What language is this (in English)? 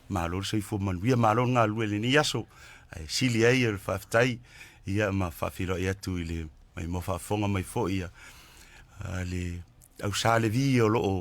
Samoan